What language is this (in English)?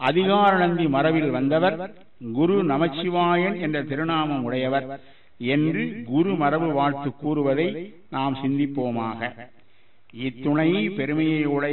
Tamil